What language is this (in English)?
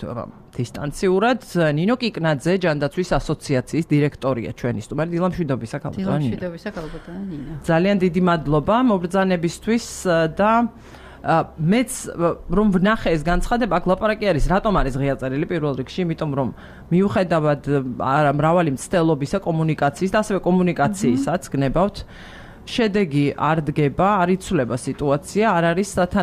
Georgian